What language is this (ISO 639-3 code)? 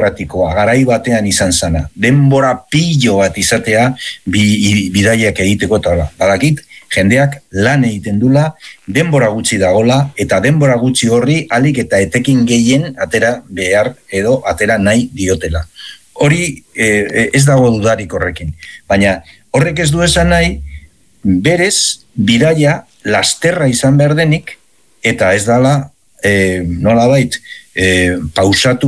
eus